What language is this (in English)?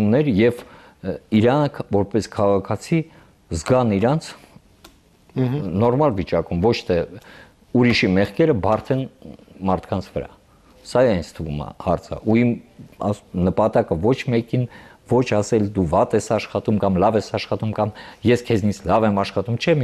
Armenian